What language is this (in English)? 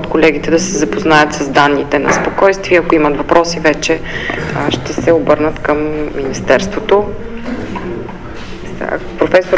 Bulgarian